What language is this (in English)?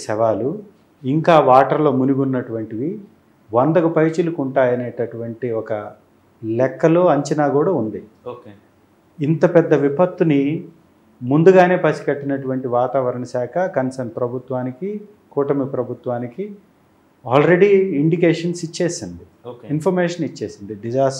Telugu